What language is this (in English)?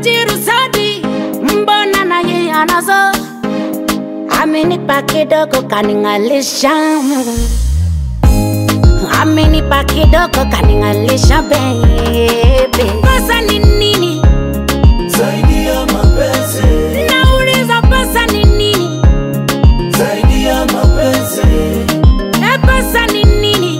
Swahili